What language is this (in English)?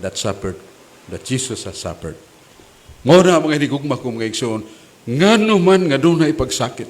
Cebuano